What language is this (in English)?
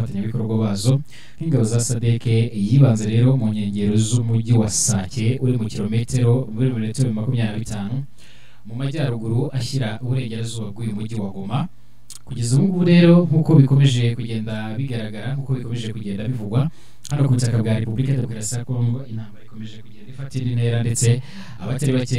Kinyarwanda